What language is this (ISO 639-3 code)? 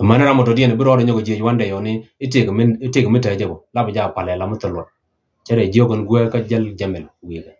nus